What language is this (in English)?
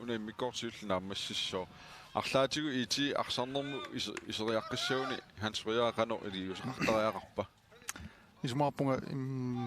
Kalaallisut